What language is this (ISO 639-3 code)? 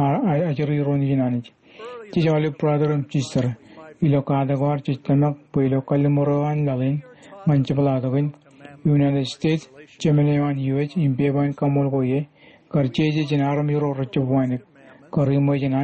mah